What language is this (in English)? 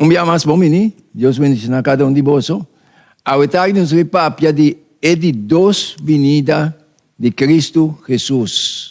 Papiamento